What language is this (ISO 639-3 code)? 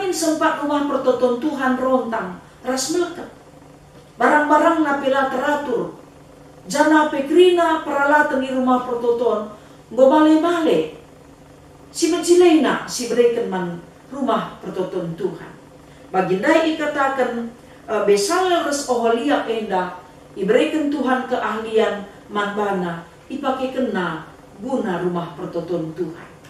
btx